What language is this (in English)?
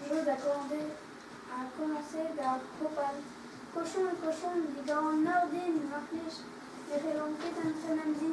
Breton